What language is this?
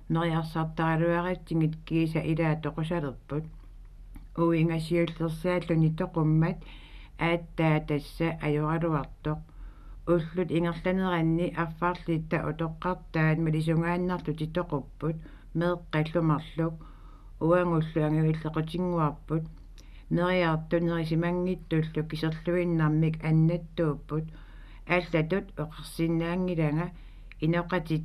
Kalaallisut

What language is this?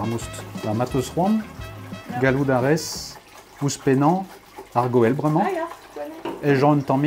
Breton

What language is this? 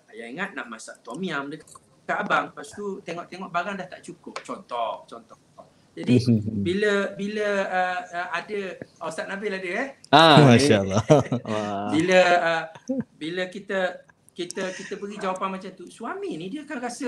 Malay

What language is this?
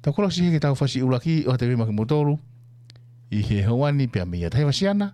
Tongan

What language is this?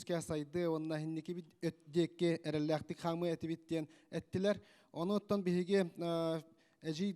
Yakut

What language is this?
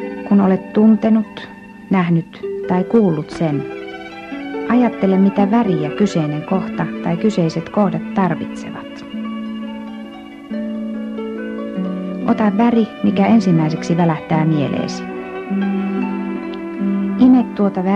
Finnish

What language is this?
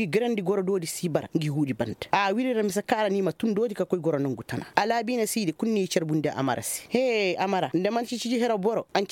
Koyraboro Senni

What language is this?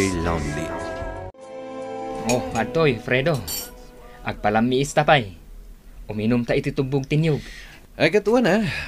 Iloko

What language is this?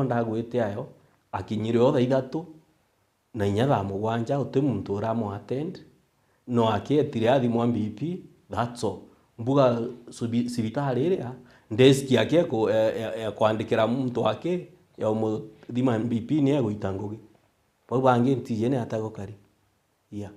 Meru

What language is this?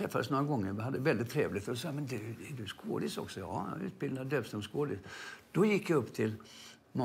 Swedish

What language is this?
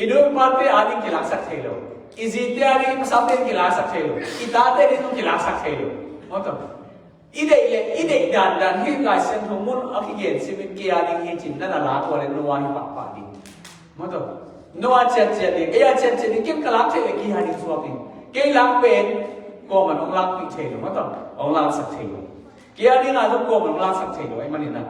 Tedim Chin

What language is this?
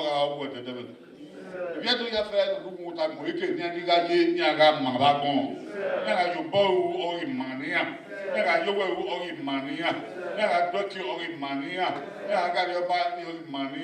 Bini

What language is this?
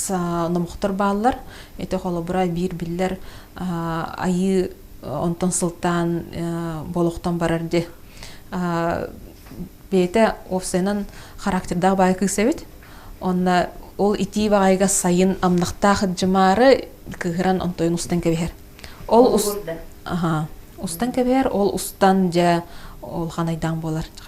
Yakut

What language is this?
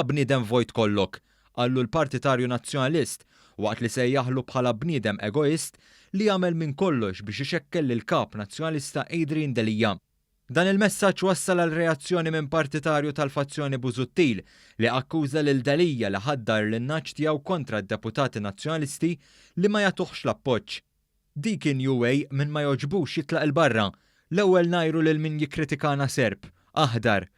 Maltese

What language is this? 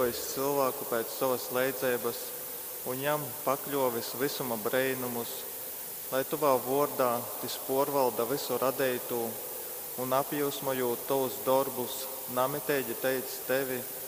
Latgalian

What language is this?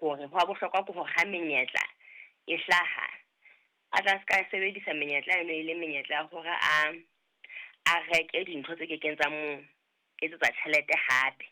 Southern Sotho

